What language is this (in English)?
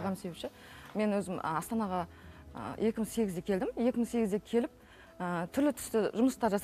Kazakh